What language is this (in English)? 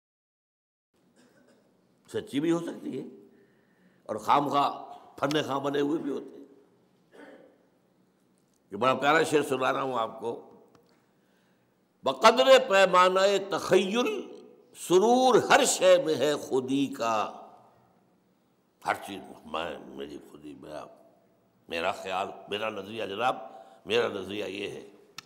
Urdu